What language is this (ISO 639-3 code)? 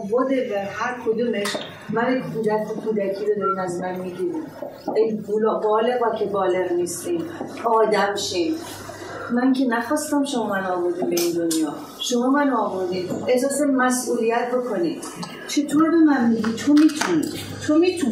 fas